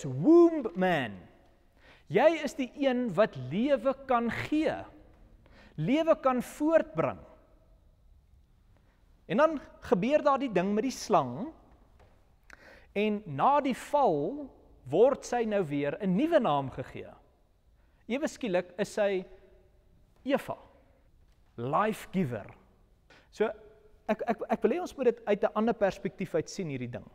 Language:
Afrikaans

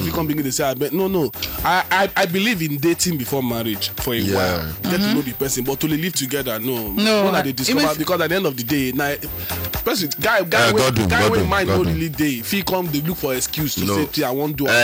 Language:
Nigerian Pidgin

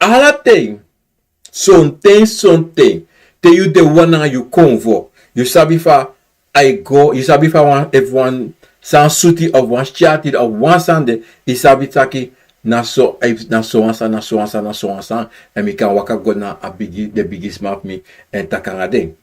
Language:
Sranan Tongo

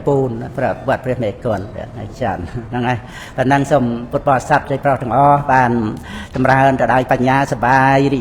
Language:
Khmer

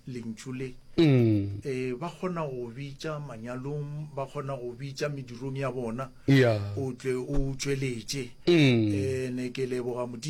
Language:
Northern Sotho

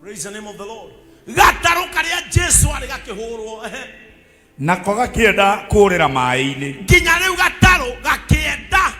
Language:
Kikuyu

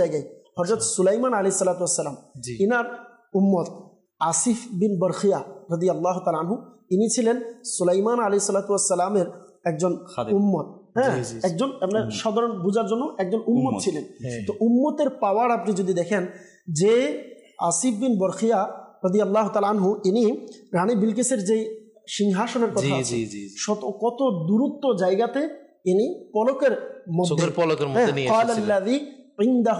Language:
Bangla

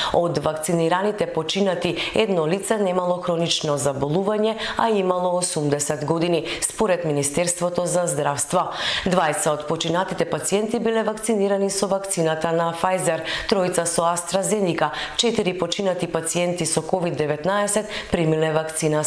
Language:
Macedonian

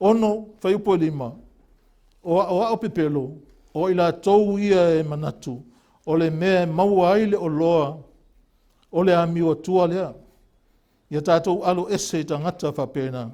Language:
Samoan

